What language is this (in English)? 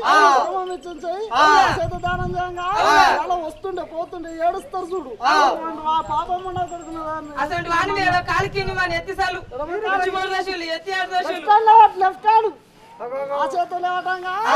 Telugu